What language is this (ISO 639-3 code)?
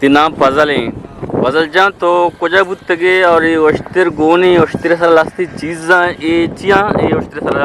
bgp